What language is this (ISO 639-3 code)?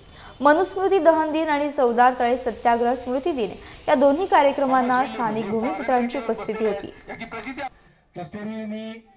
mar